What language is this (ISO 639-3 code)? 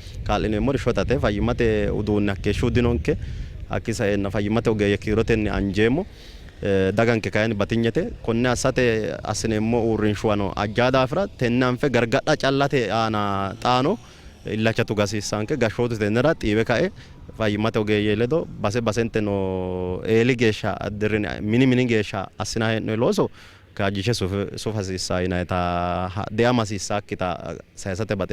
sid